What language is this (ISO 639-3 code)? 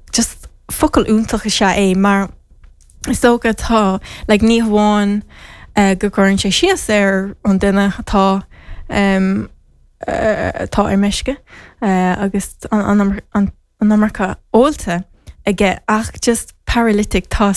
gle